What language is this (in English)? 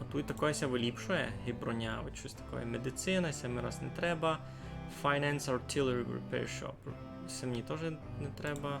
Rusyn